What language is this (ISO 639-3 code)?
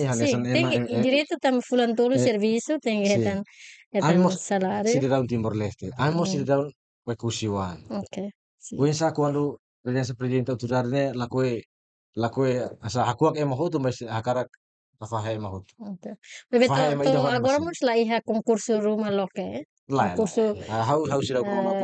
tet